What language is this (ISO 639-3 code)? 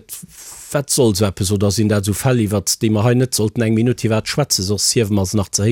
ltz